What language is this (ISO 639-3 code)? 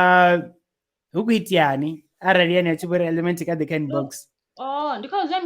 ven